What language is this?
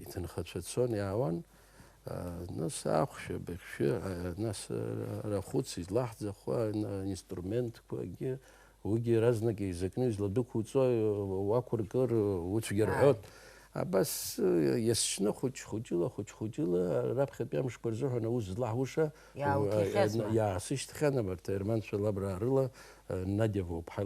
Abkhazian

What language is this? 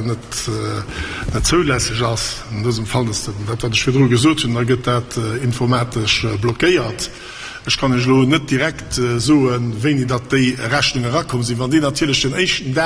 Luxembourgish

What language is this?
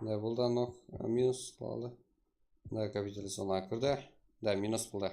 Kara-Kalpak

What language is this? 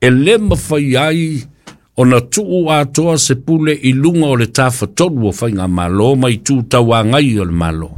Samoan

